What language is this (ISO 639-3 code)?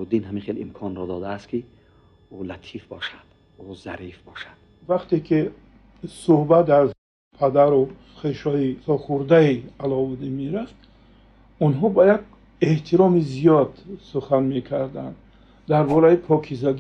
tgk